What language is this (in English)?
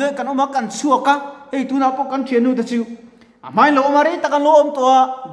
Mizo